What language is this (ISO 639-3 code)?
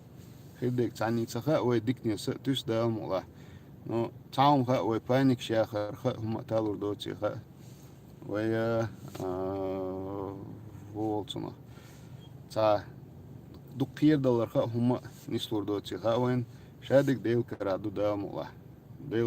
che